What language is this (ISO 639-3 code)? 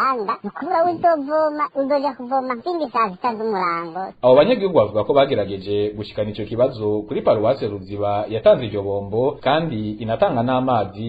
run